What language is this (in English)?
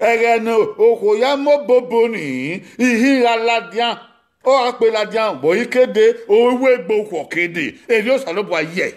Bini